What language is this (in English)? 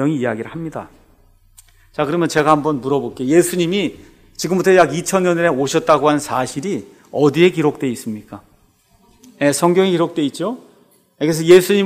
Korean